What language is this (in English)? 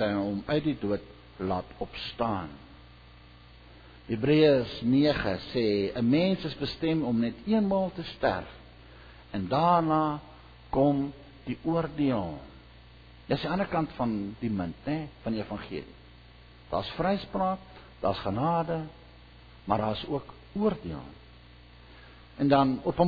Afrikaans